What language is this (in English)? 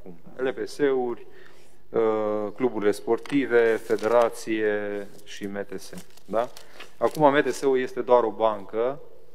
Romanian